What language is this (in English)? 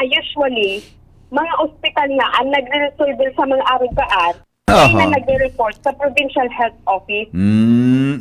Bikol